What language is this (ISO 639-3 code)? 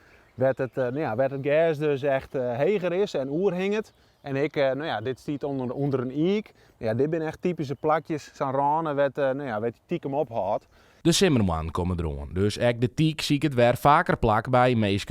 fry